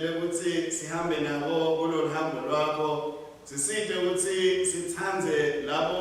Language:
Swati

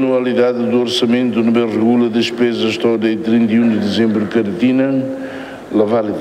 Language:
Tetum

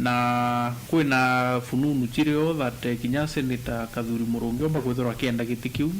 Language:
Meru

